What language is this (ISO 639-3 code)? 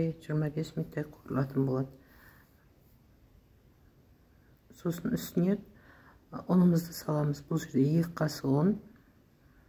kaz